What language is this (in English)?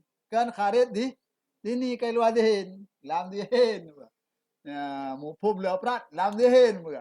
Achinese